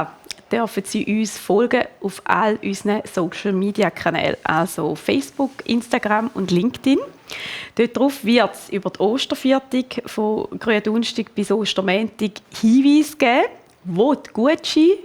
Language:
Swiss German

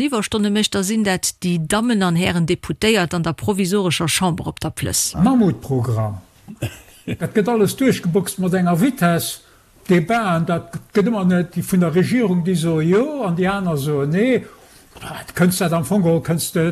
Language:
Luxembourgish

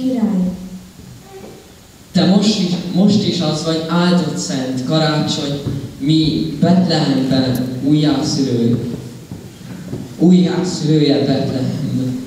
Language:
Hungarian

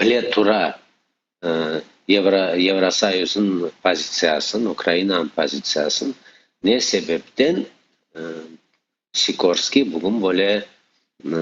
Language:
Crimean Tatar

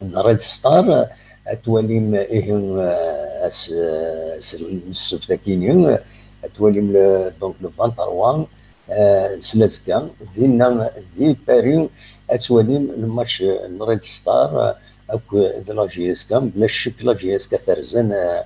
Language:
Kabyle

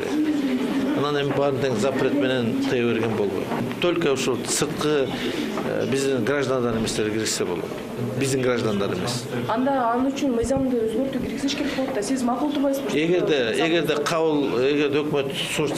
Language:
Kyrgyz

